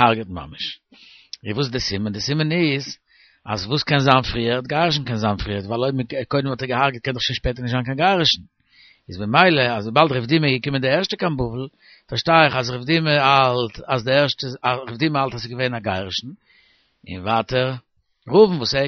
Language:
Yiddish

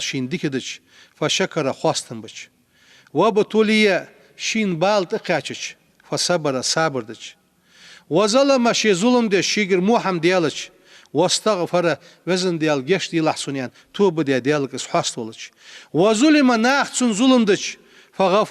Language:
Ingush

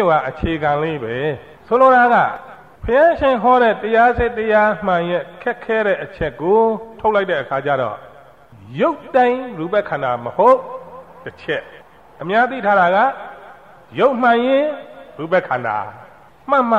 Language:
Burmese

